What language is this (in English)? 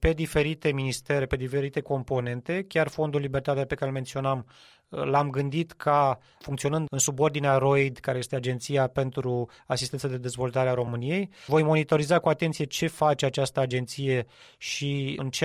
Romanian